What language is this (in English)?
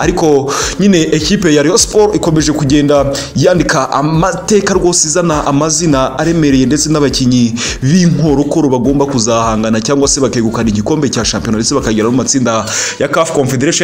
Kinyarwanda